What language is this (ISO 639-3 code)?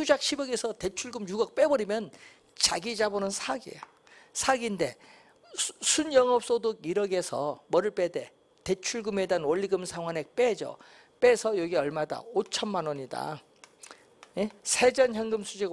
kor